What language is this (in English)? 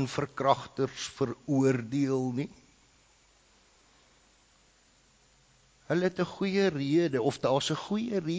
Afrikaans